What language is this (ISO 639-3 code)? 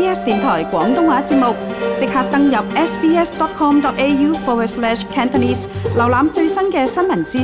yue